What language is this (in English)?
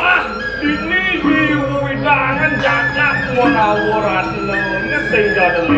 Balinese